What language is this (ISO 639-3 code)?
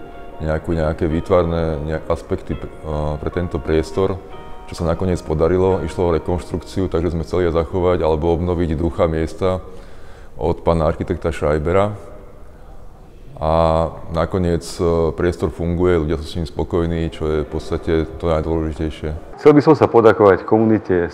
slk